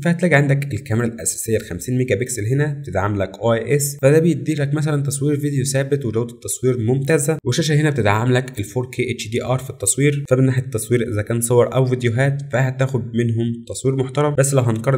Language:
Egyptian Arabic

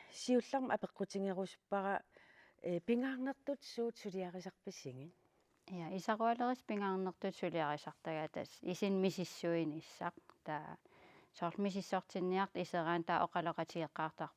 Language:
Kalaallisut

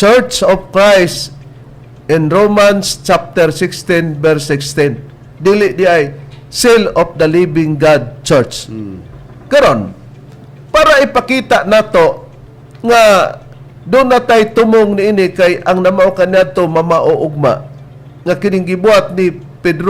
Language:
Cebuano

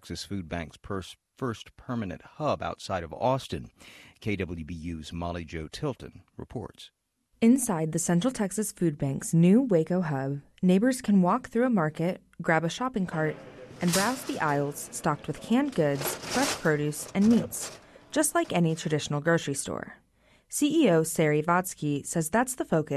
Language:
English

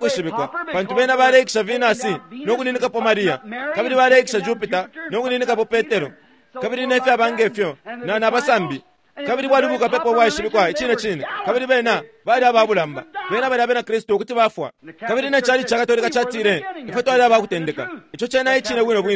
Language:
Bemba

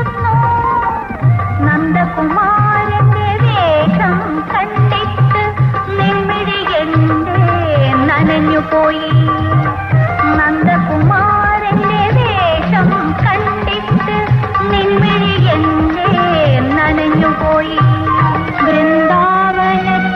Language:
Malayalam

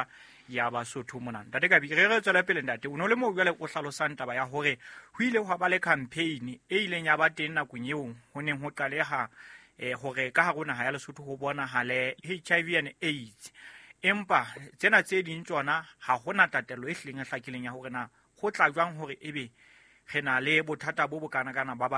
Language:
Southern Sotho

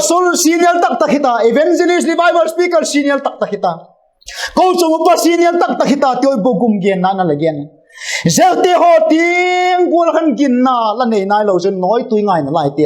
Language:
Vaiphei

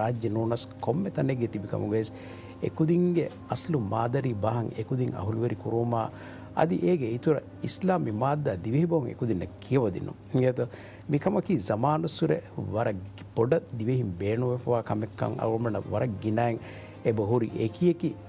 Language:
Divehi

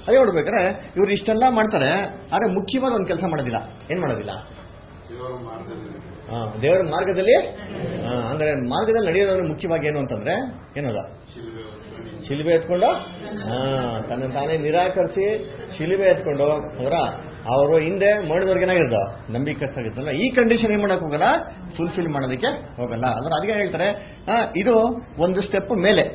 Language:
Kannada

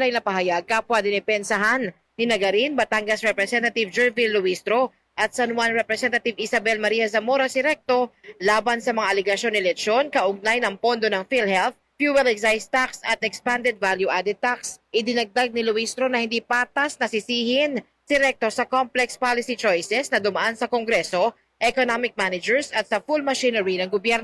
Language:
Filipino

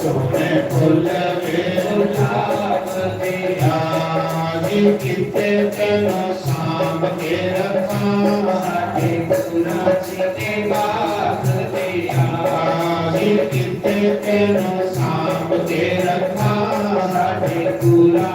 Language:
Dogri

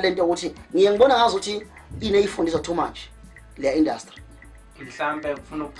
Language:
Zulu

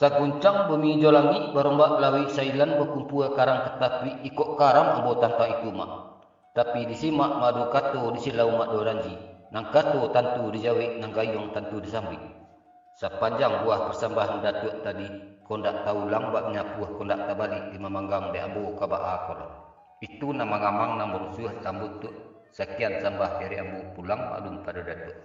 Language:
Minangkabau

